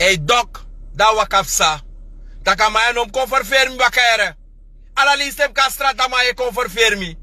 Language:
Sranan Tongo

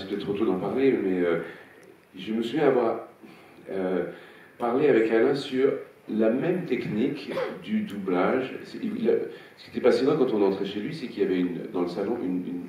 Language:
French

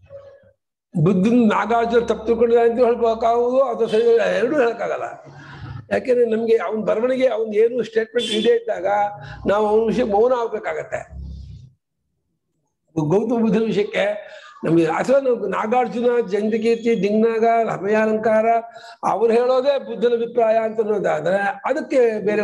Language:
Kannada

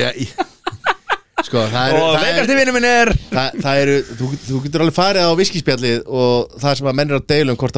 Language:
Icelandic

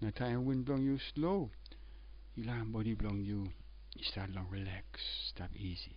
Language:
Tok Pisin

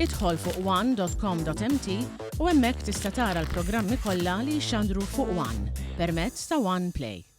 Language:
Maltese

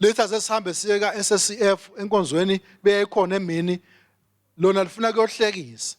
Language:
Swati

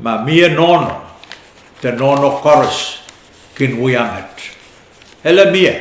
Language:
Pohnpeian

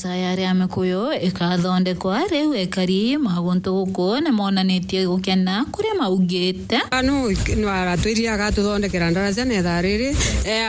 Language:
Meru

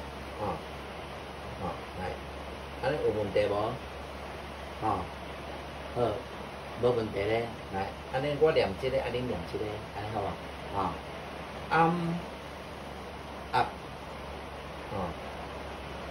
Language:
Min Nan Chinese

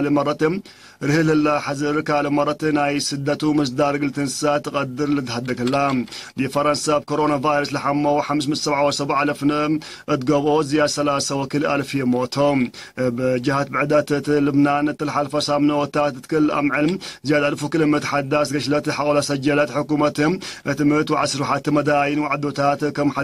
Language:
Tigre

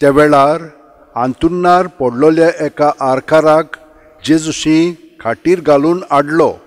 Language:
Konkani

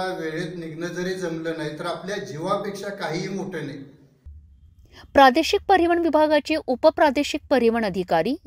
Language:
Marathi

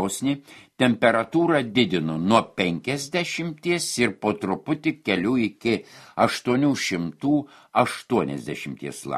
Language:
Lithuanian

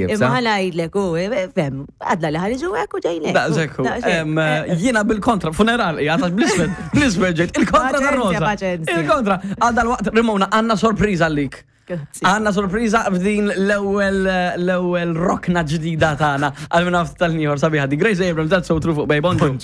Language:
Maltese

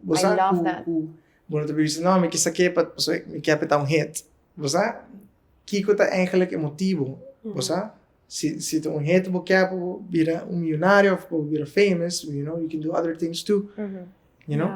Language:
Papiamento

